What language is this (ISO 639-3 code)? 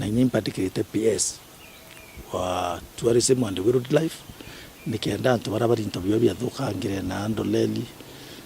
mer